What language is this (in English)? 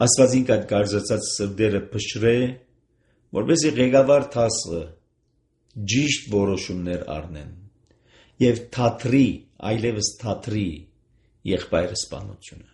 Armenian